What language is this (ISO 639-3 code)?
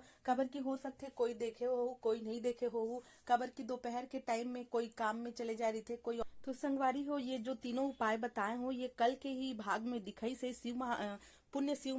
hne